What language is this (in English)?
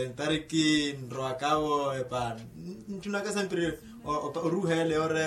Makhuwa